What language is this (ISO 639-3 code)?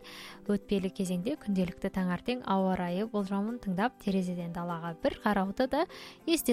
kaz